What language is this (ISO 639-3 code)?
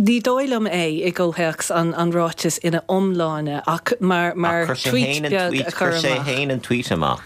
gle